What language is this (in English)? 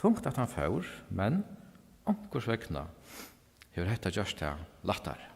Faroese